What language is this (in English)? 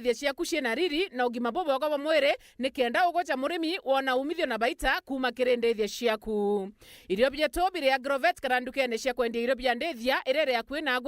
Meru